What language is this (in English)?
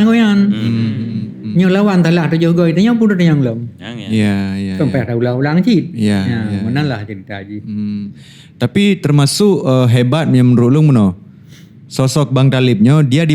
Achinese